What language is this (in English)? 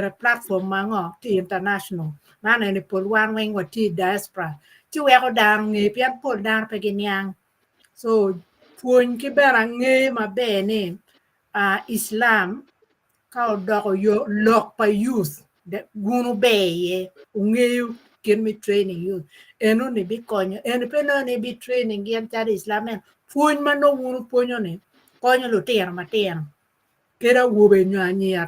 Acoli